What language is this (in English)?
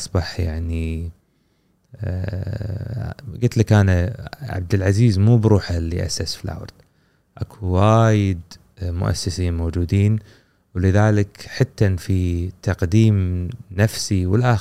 Gulf Arabic